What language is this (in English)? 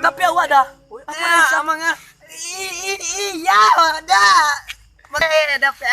Minangkabau